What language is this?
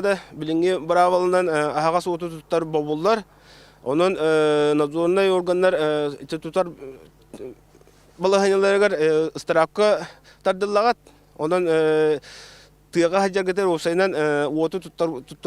Yakut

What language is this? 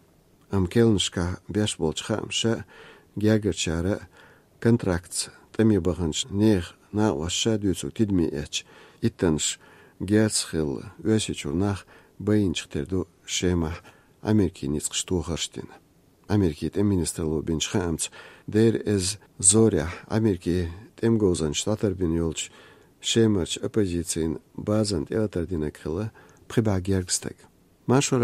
Chechen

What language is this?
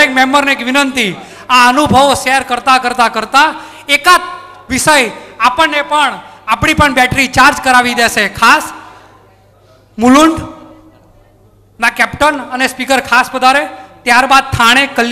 Gujarati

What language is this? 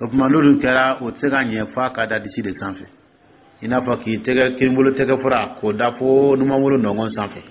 Dyula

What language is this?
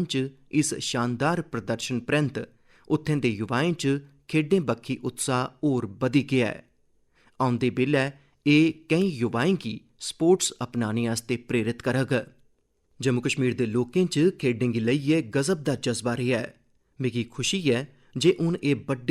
Dogri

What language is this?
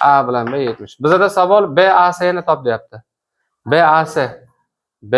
Uzbek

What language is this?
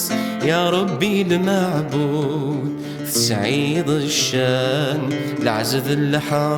Kabyle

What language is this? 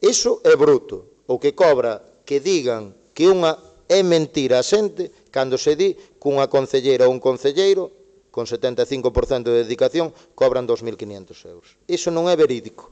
Galician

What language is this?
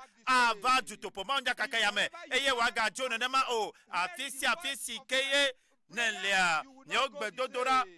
Ewe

